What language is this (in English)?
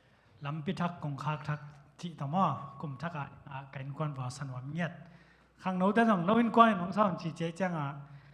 Tedim Chin